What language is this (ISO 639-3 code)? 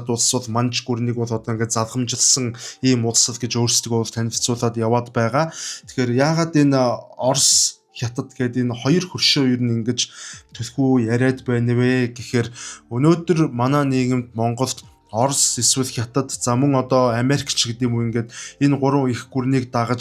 mon